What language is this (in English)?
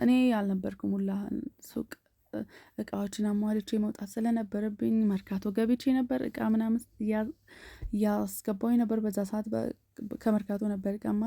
Amharic